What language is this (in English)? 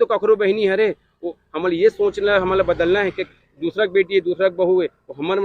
Chhattisgarhi